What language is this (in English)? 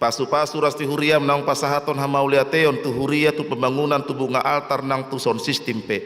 Batak Toba